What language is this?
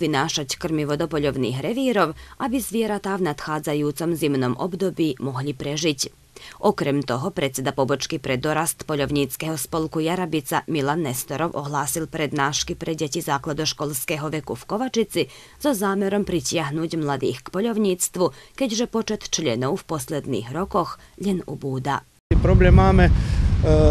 Slovak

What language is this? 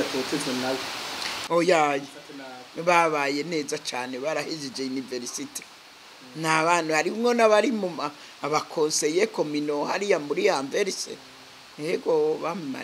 Rundi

